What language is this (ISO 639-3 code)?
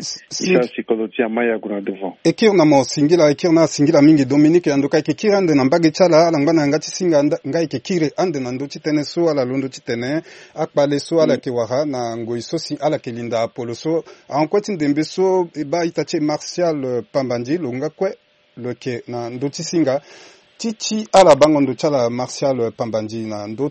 sag